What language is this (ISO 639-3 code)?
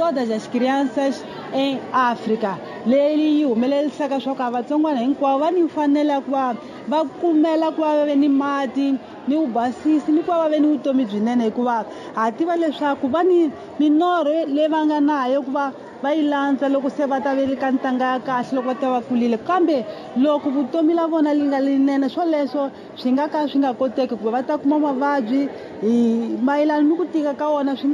tso